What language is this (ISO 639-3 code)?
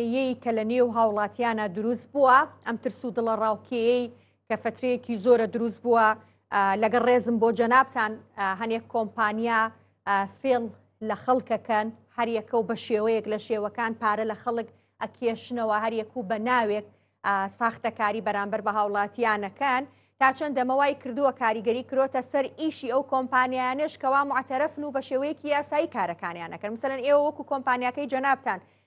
ckb